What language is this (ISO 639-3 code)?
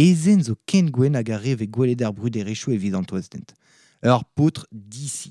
bre